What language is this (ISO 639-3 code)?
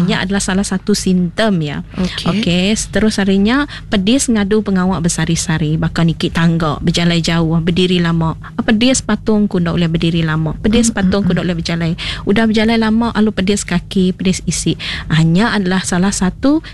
iba